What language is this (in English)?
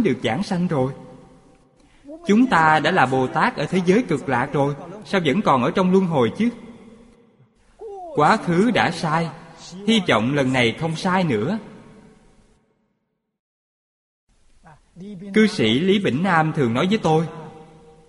Vietnamese